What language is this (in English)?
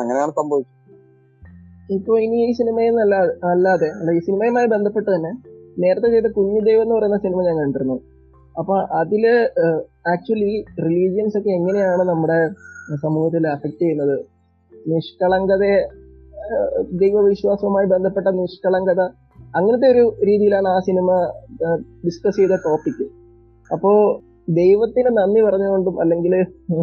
Malayalam